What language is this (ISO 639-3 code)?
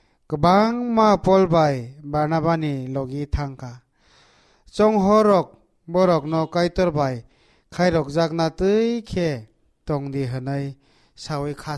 trp